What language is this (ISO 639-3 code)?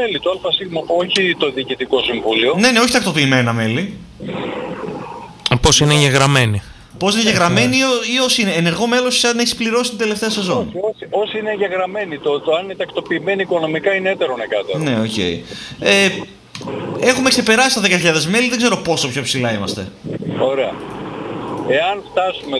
ell